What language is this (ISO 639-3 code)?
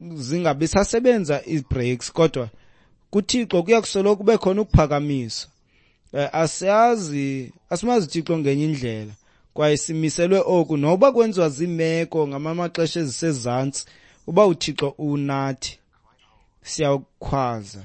xho